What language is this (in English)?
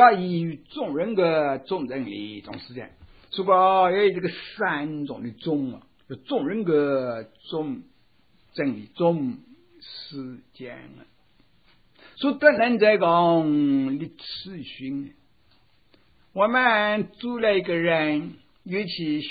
Chinese